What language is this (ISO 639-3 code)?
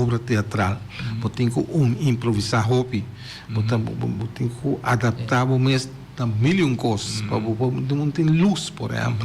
pap